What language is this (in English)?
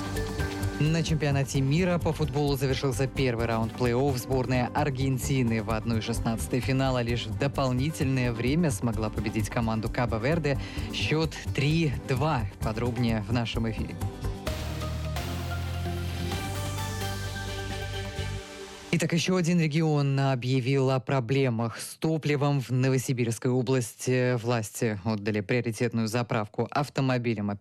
Russian